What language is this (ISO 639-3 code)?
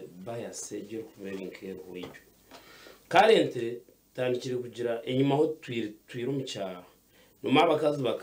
nyn